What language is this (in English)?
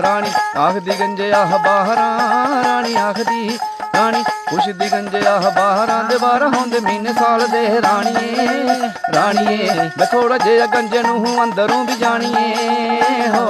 Dogri